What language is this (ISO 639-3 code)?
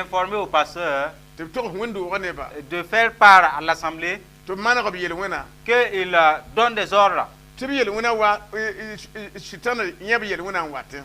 mos